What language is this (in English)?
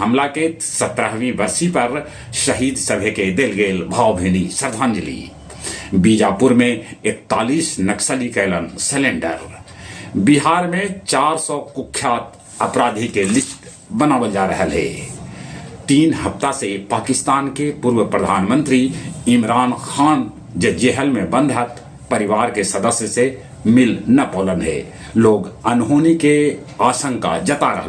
Magahi